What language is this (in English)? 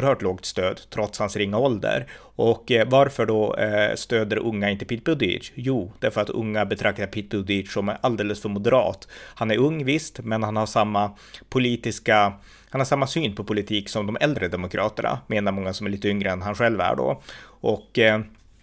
Swedish